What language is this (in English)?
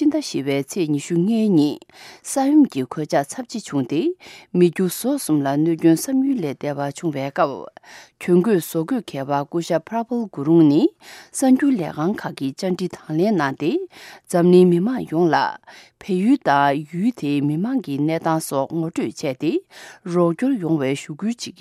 Tibetan